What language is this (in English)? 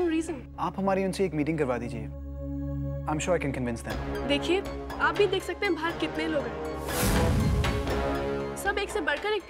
Hindi